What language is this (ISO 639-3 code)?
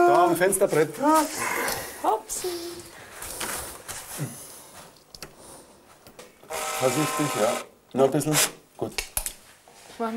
deu